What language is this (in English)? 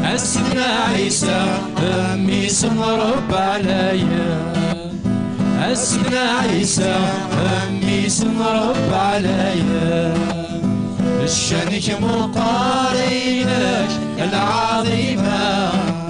Kabyle